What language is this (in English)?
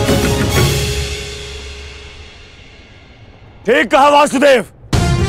Hindi